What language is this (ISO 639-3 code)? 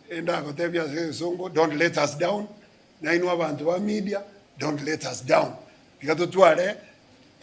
guz